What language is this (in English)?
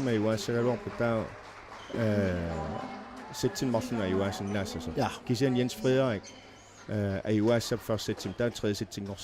Kalaallisut